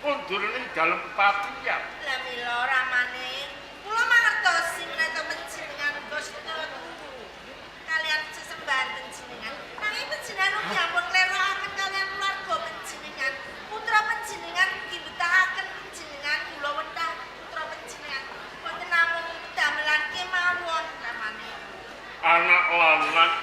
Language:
Javanese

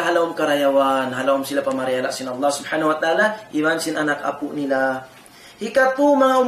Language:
Tausug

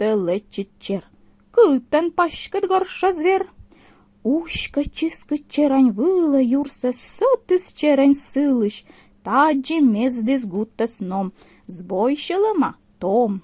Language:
Komi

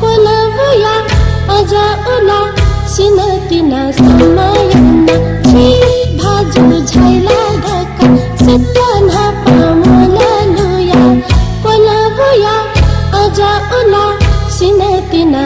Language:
Newari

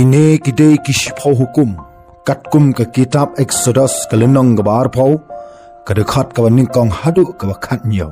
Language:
Khasi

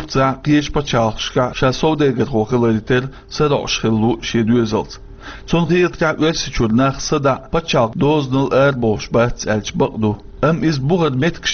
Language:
Chechen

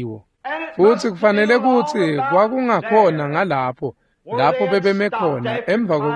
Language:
Swati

